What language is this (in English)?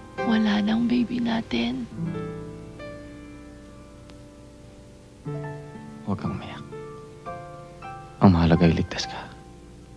Filipino